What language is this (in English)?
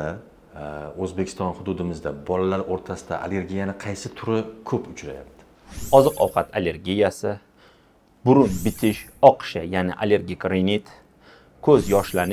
Uzbek